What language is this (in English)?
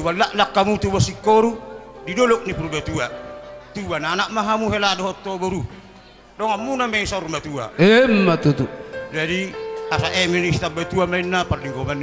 Batak Toba